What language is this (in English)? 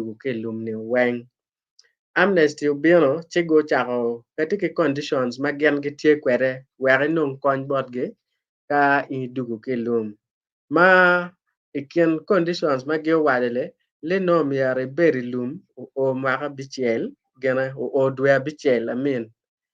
Acoli